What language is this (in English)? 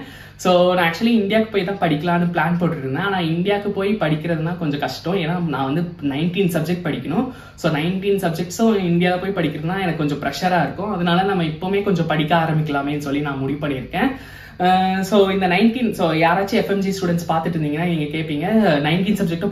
Tamil